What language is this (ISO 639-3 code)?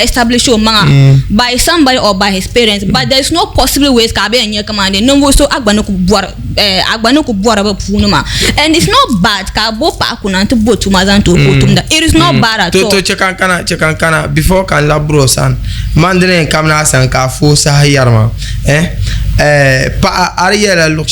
dag